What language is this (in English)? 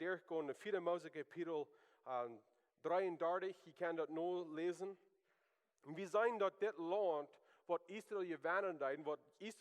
Plautdietsch